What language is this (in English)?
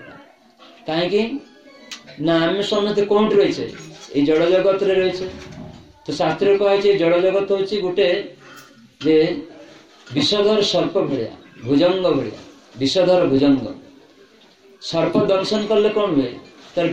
Odia